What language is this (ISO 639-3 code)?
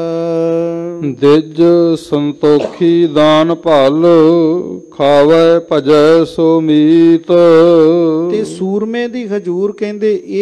pan